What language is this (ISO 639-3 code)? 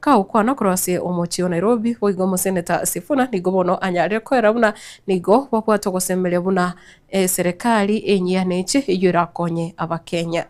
guz